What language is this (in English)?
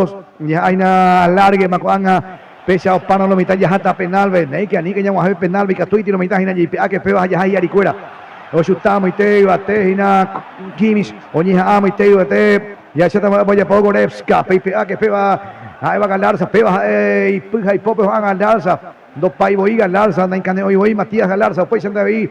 Guarani